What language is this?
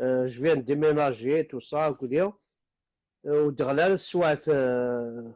Kabyle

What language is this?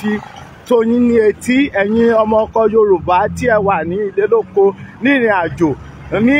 Yoruba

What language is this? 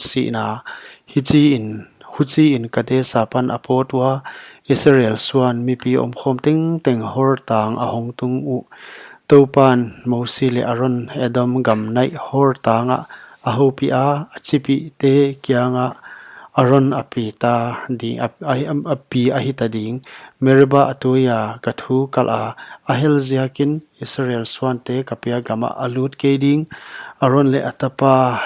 Paite Chin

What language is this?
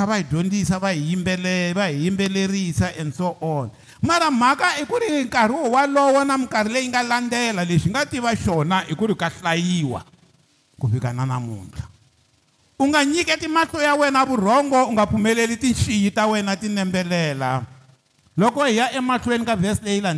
Tsonga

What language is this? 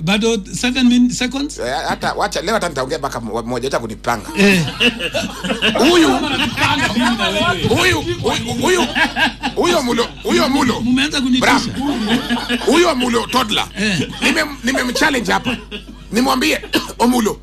Swahili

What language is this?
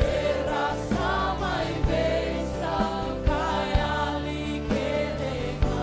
Fijian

